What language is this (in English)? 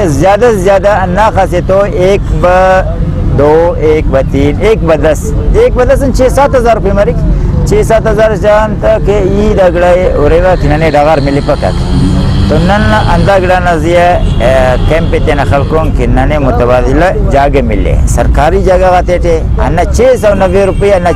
Brahui